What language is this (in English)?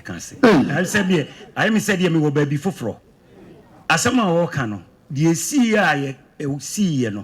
Akan